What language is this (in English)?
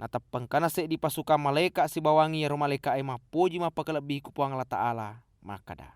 Buginese